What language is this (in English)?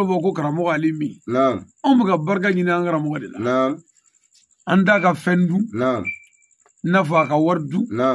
Bambara